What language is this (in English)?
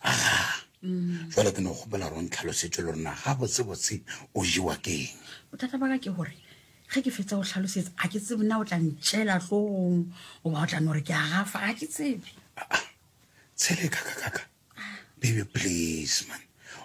Northern Sotho